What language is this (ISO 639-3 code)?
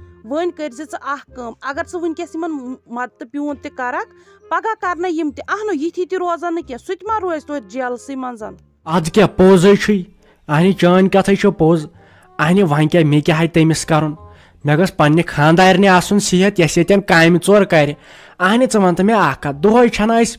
kas